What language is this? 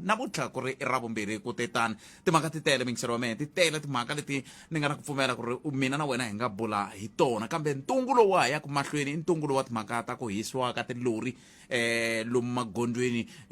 Tsonga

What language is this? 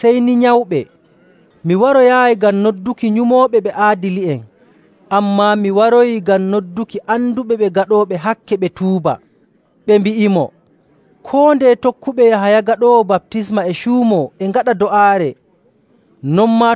Nigerian Fulfulde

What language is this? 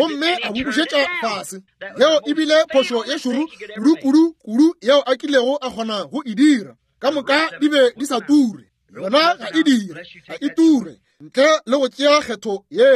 Northern Sotho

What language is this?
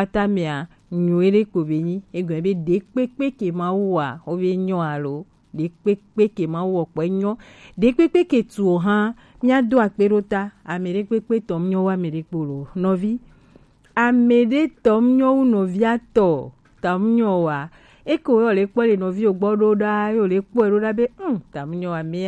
Gen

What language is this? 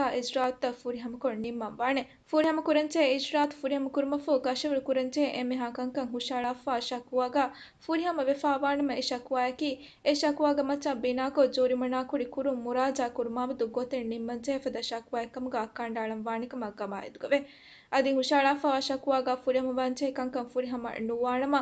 Divehi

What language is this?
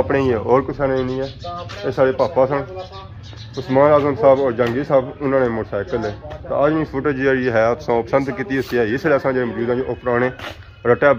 Pahari-Potwari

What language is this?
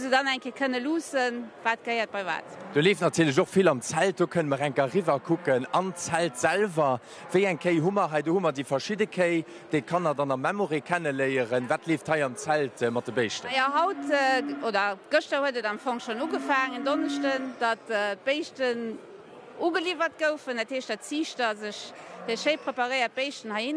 Luxembourgish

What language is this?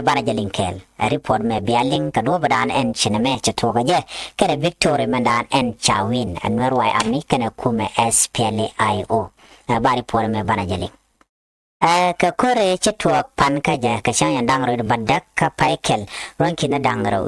Nuer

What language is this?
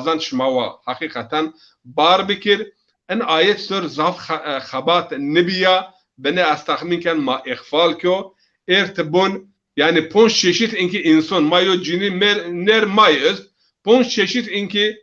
Zaza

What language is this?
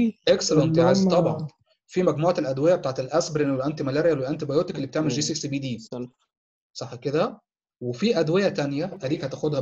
Egyptian Arabic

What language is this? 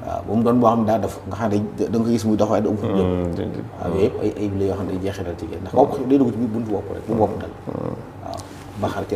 Wolof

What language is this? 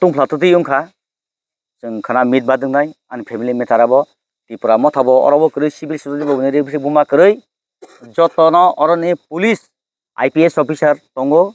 Kok Borok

